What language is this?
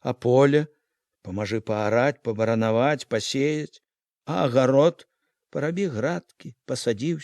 Belarusian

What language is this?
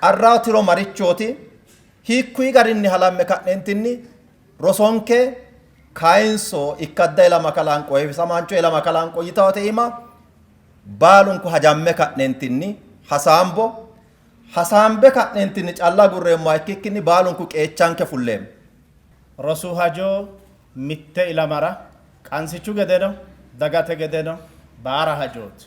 Sidamo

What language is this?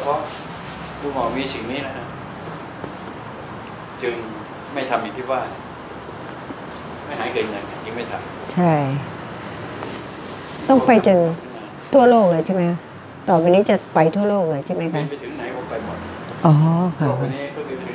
Thai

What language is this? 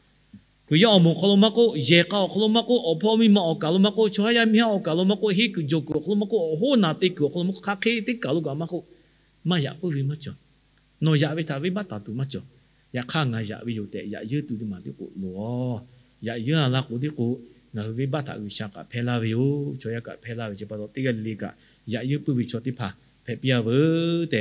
Lahu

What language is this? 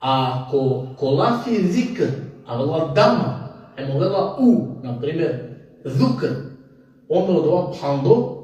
Balkan Romani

